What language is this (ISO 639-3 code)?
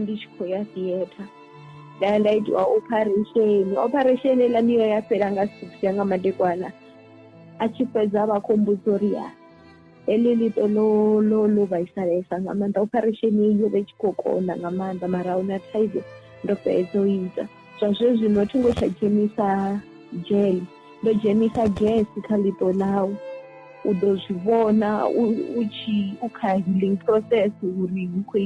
ven